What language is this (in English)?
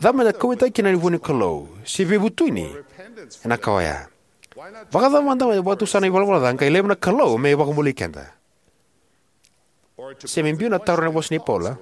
Fijian